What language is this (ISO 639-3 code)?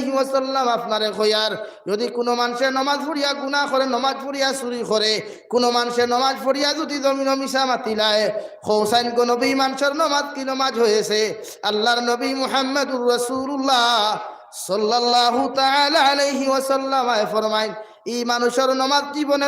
syl